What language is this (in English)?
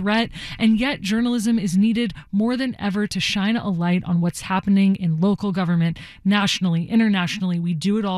English